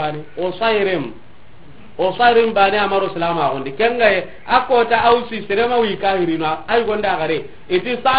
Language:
Soninke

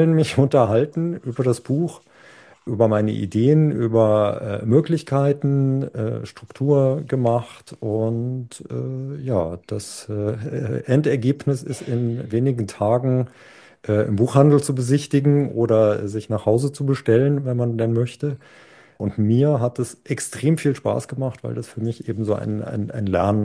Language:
German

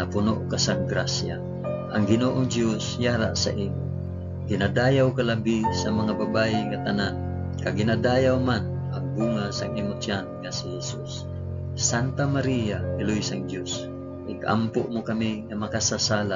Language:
Hiligaynon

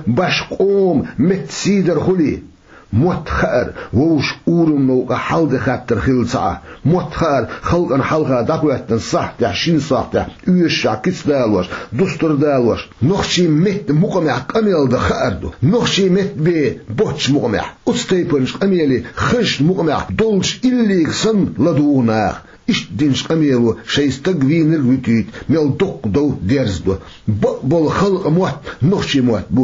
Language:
Chechen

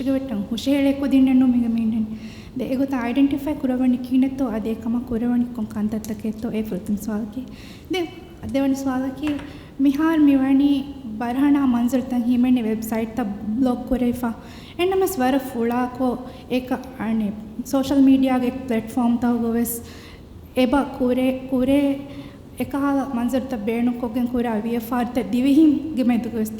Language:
Divehi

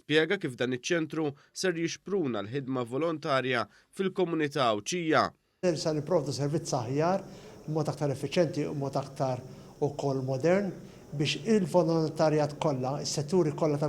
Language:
Maltese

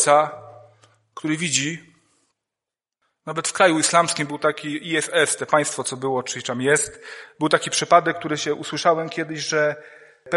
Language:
Polish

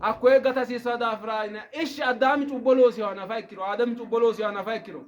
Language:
Sidamo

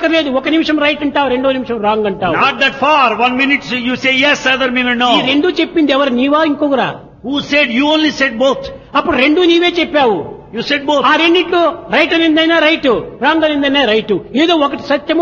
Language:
Telugu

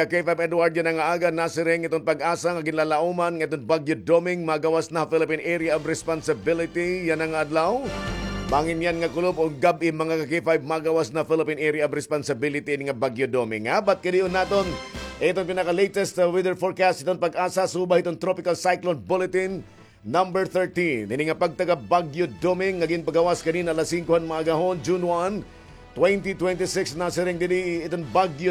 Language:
Waray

